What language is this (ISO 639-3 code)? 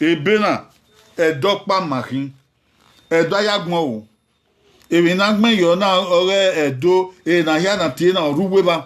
bin